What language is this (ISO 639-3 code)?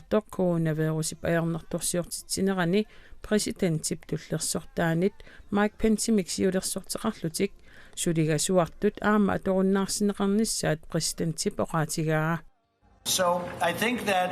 kal